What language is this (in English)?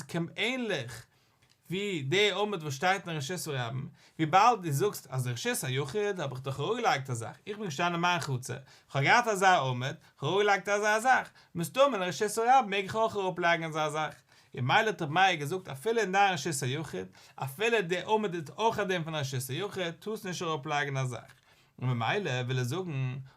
Yiddish